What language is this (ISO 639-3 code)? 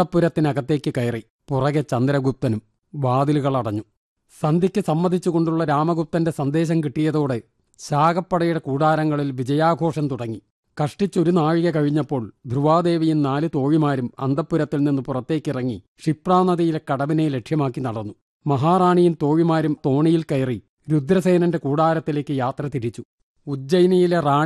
mal